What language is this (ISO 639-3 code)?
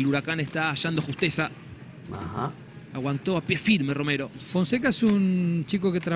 spa